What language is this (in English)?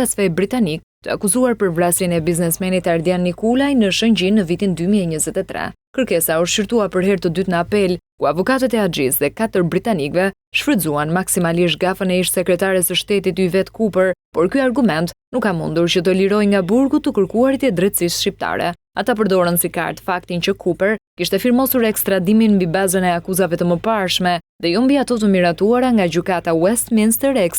Albanian